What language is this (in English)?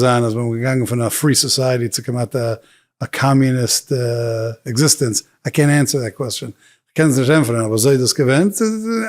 Yiddish